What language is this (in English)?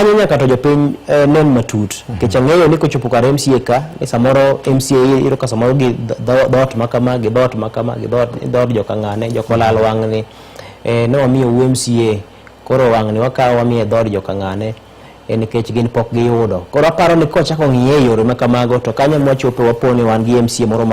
Luo (Kenya and Tanzania)